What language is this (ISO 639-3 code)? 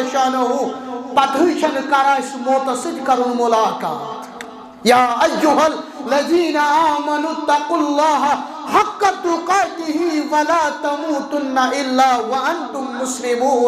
kas